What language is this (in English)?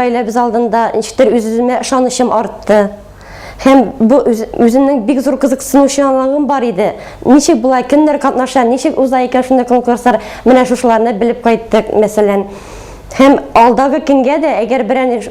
Tatar